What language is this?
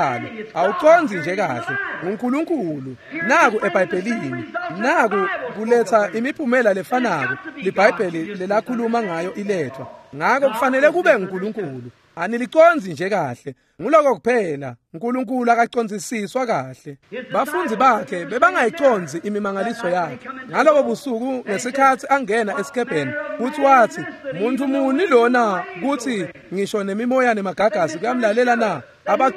Swati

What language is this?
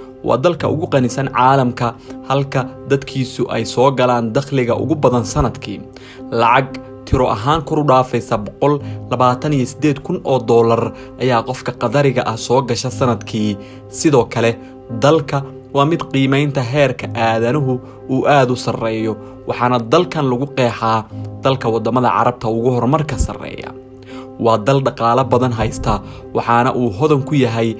Somali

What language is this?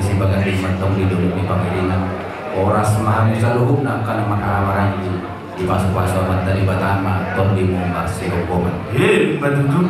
Batak Toba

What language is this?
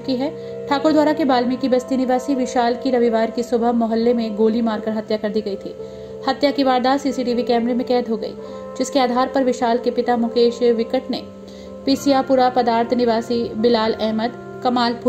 Hindi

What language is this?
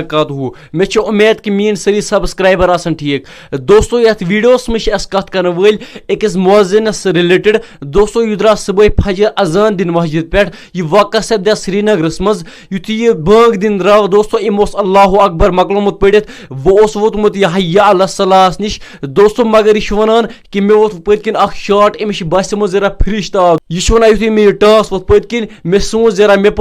Kashmiri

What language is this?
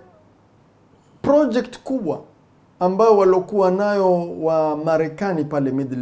Swahili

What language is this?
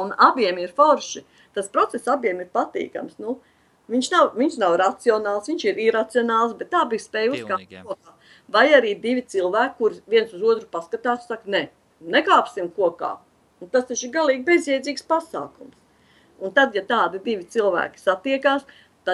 Latvian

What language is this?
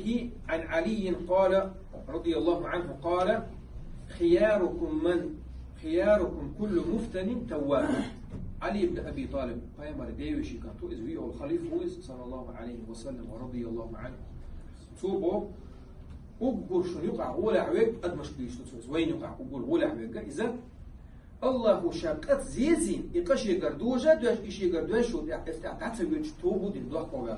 Chechen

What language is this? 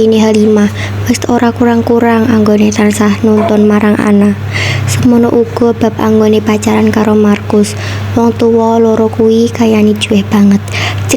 Javanese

